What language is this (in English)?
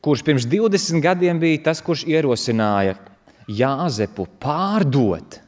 Latvian